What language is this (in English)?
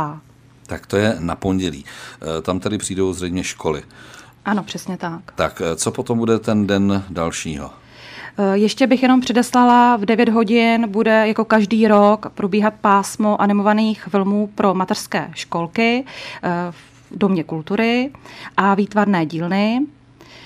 Czech